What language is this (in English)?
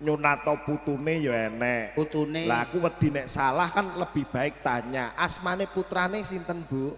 Javanese